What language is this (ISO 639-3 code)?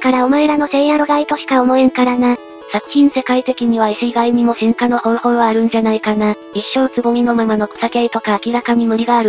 jpn